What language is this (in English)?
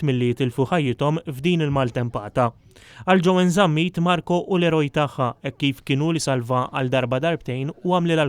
Maltese